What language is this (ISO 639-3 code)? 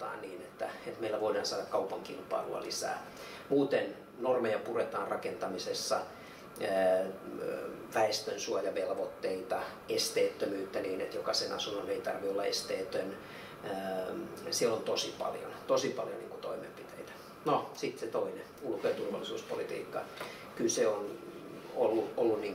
fin